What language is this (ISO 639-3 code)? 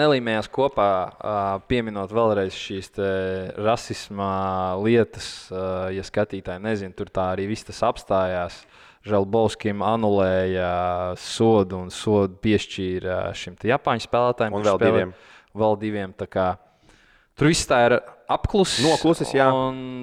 lav